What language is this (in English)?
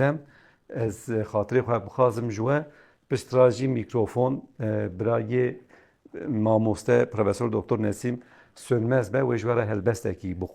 Kurdish